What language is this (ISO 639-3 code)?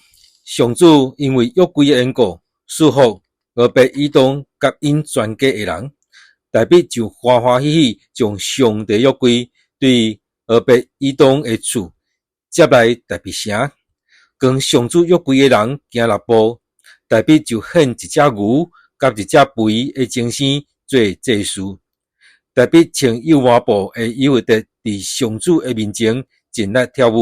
nan